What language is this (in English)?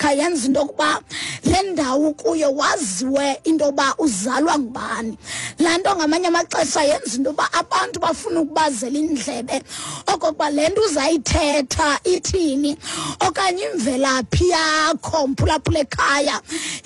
Xhosa